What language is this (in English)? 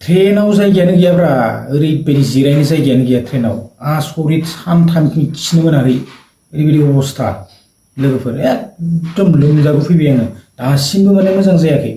Bodo